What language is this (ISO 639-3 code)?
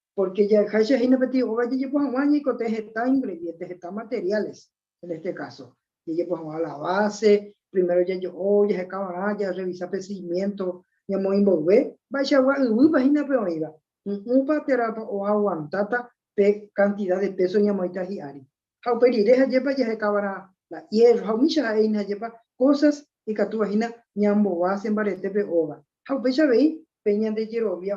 grn